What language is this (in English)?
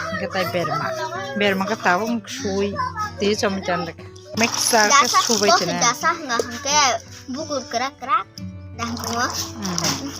Kok Borok